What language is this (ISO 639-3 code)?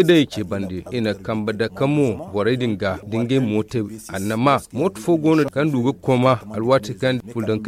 dje